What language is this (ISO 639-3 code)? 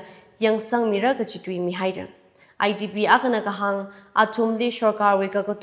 nmf